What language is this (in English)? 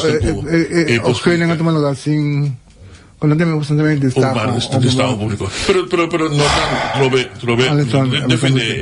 Papiamento